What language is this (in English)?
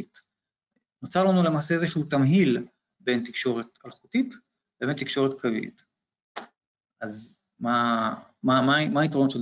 Hebrew